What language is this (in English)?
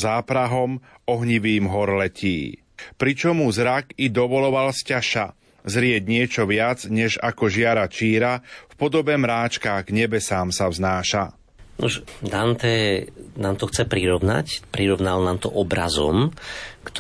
Slovak